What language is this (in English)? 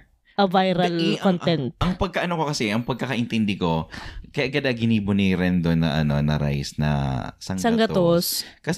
Bikol